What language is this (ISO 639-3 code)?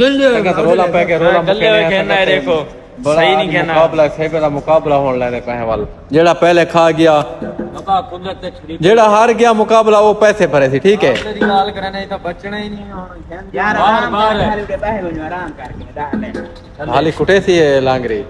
skr